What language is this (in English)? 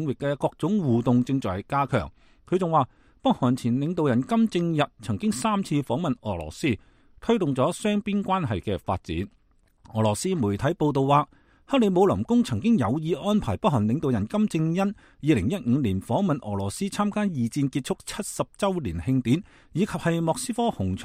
Cantonese